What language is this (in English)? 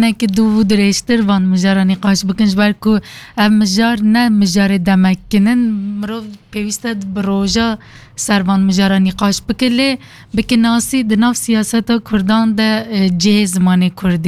Kurdish